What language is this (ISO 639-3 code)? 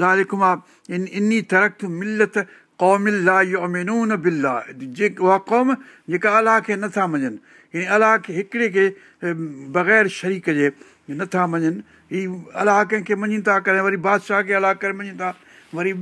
snd